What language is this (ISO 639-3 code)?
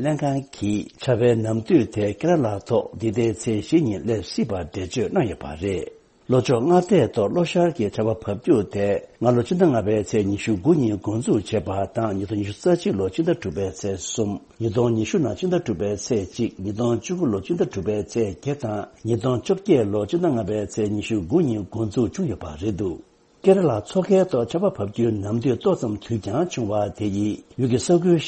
bod